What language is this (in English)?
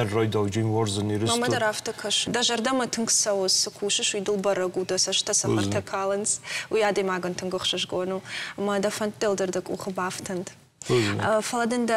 Ossetic